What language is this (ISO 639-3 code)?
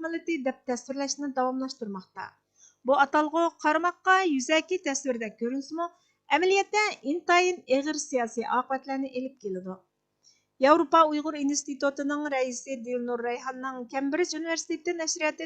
uig